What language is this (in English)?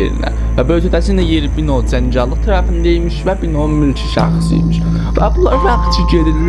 South Azerbaijani